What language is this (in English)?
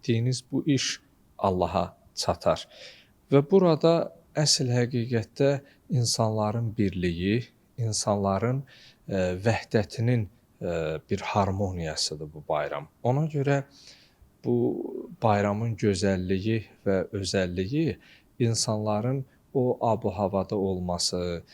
Azerbaijani